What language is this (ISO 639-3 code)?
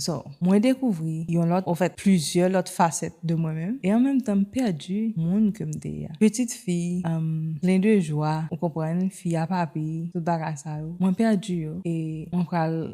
hat